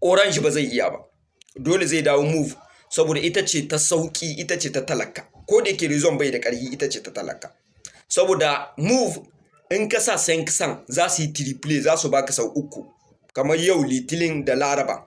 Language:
Hausa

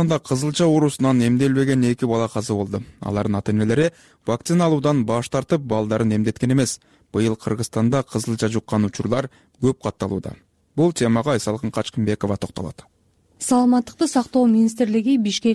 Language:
Kyrgyz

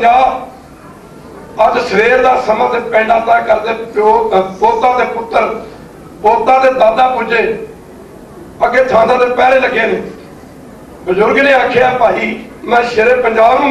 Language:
Punjabi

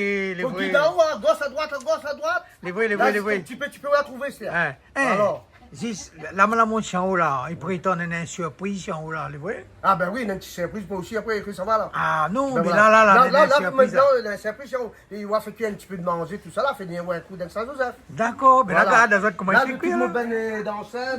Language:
Réunion Creole French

